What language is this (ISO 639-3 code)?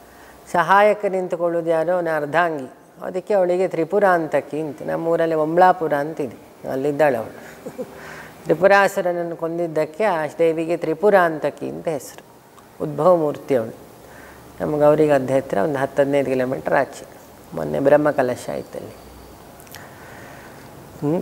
kan